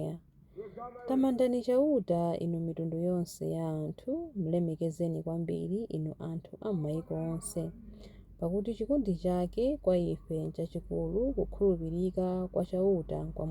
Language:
Nyanja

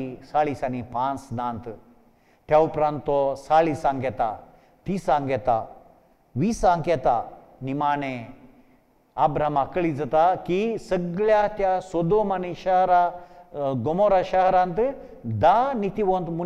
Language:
Konkani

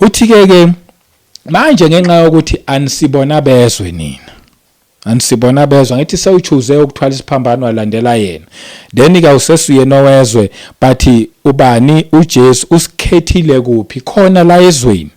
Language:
Zulu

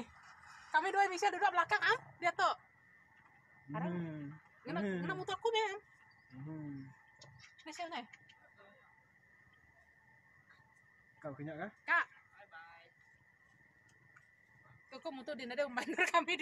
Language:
Malay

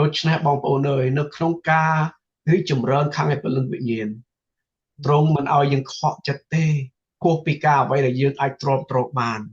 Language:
Khmer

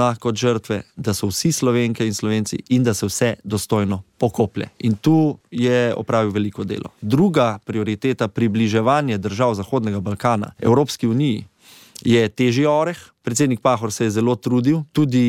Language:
Slovenian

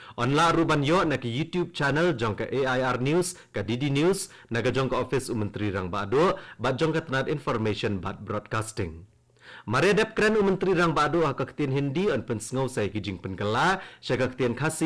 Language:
Khasi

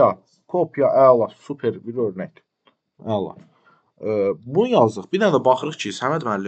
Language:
Azerbaijani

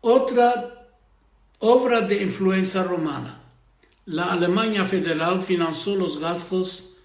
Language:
Ladino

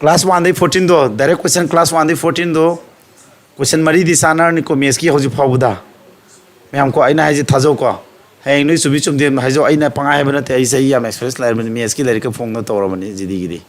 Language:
Manipuri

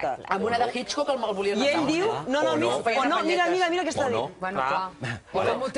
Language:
Catalan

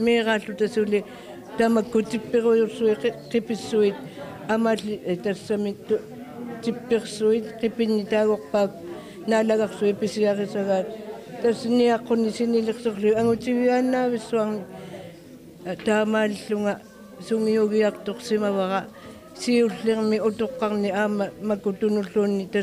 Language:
Kalaallisut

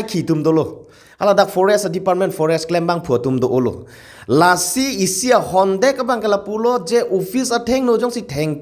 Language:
Karbi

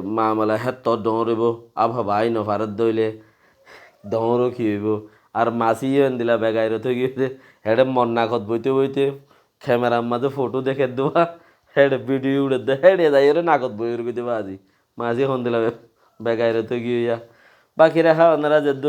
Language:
Rohingya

